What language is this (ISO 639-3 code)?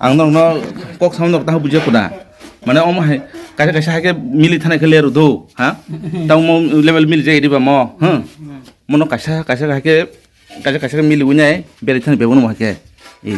trp